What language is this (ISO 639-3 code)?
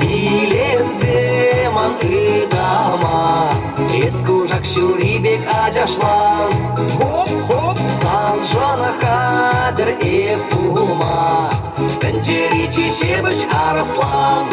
chv